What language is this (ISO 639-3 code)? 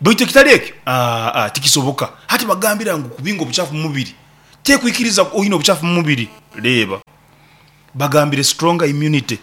nyn